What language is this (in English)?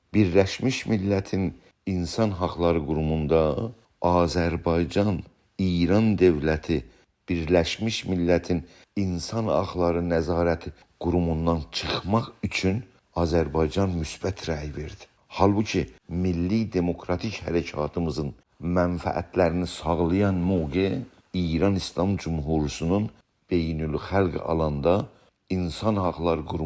South Azerbaijani